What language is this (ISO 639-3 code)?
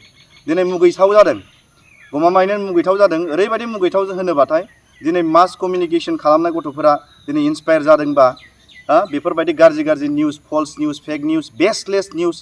brx